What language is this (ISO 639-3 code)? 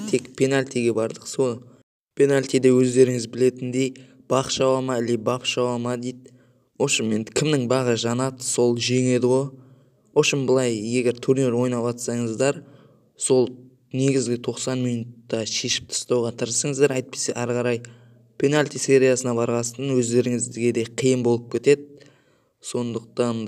kaz